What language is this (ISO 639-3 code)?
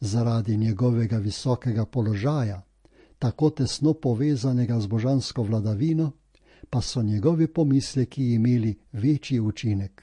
slv